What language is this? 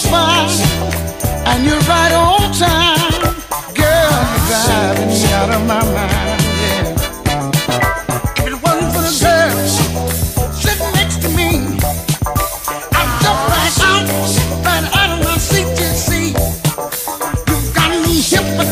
English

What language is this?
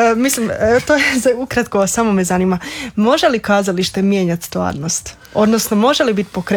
Croatian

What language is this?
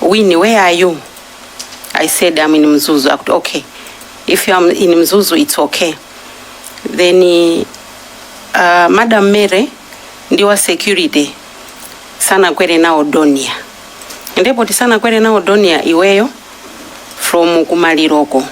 Nyanja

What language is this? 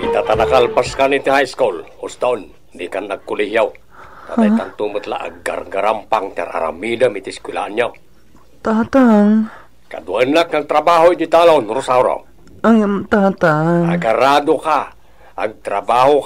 Iloko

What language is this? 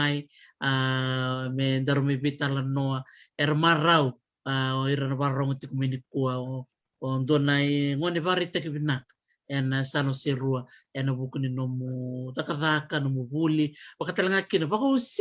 Fijian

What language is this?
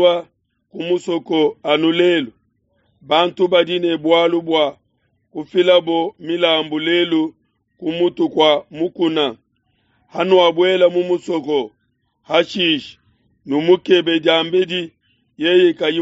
Luba-Lulua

